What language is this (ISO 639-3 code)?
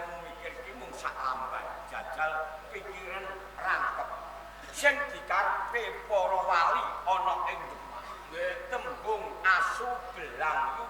jav